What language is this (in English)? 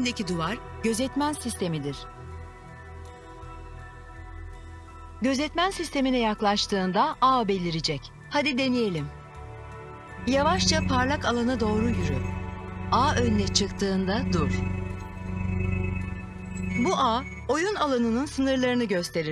Turkish